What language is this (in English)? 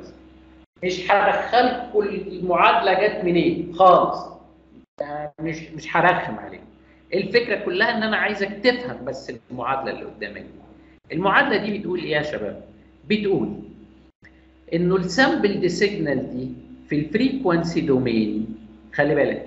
Egyptian Arabic